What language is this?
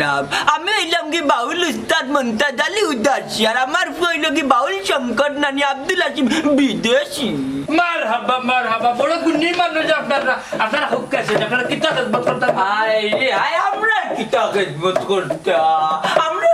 Sylheti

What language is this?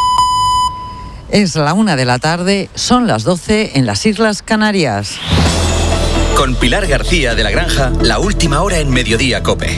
Spanish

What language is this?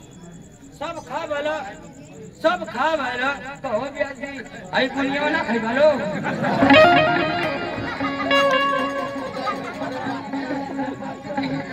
Bhojpuri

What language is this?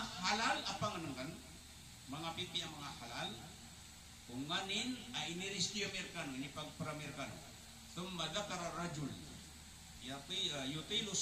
Maranao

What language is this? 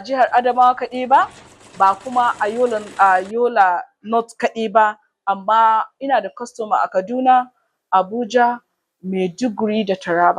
Hausa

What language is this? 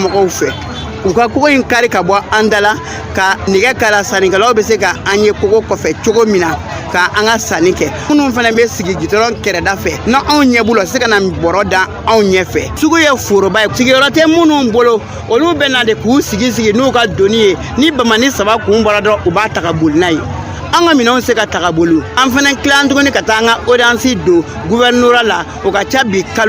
Bambara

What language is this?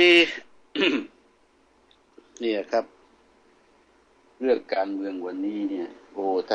Thai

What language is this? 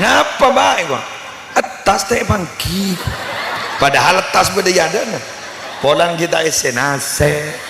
Madurese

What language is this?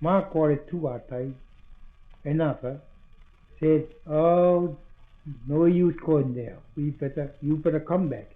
Māori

